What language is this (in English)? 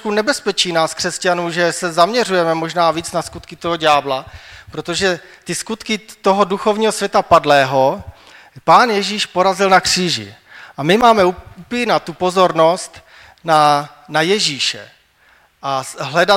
Czech